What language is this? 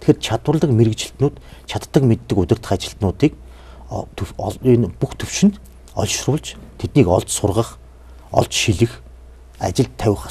Mongolian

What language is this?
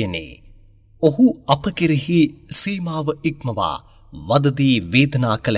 Sinhala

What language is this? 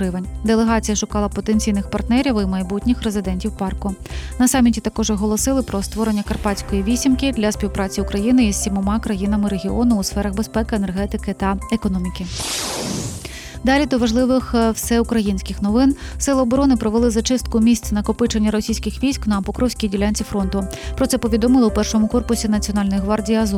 Ukrainian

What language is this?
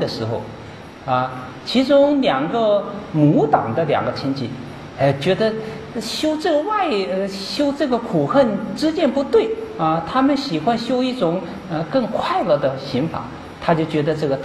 Chinese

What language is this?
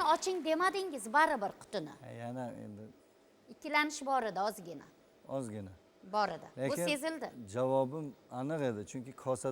Uzbek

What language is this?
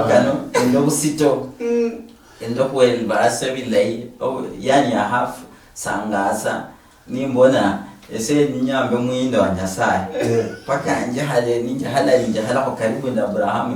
Luyia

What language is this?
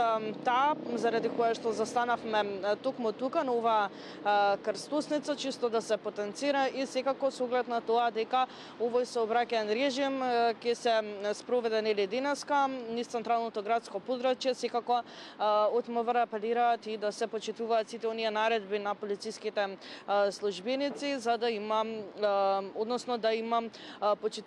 Macedonian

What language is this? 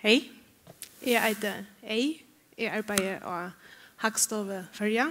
Faroese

